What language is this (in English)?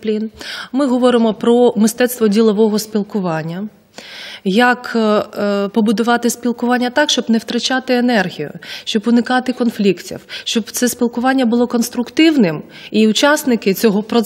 Ukrainian